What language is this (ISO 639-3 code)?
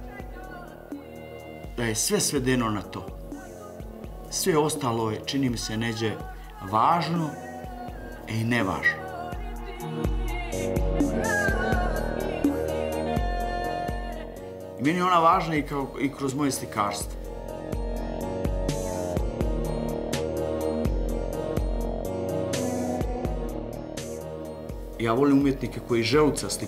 srp